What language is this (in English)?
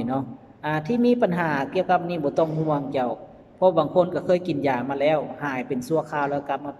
Lao